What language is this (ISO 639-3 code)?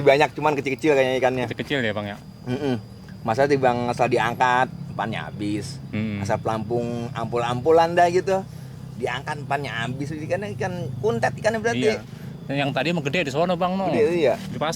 bew